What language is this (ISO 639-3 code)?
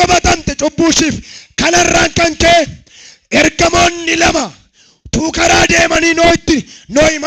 orm